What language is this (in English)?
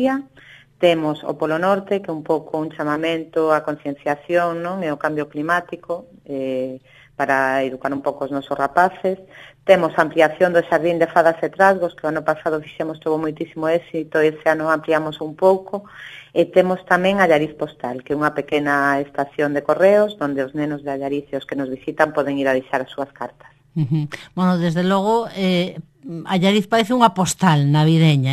Galician